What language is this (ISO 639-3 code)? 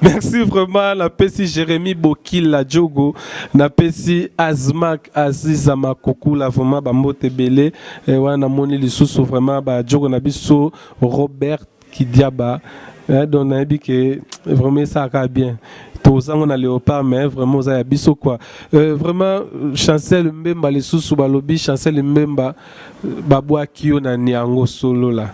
lin